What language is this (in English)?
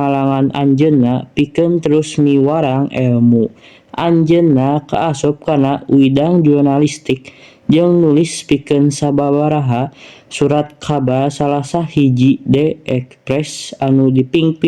Sundanese